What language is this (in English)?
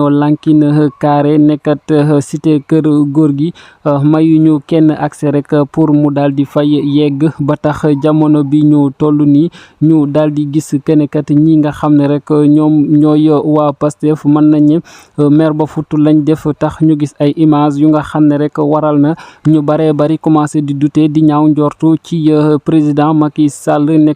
Wolof